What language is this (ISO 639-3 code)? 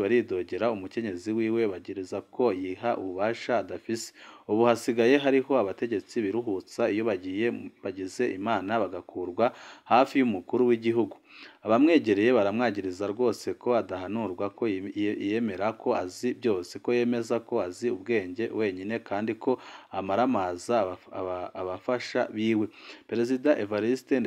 run